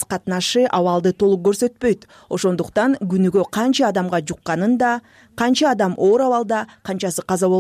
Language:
Kyrgyz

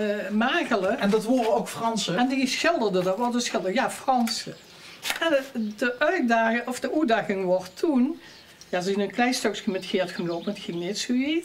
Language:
Limburgish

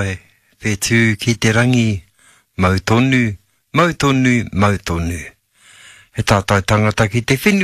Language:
Māori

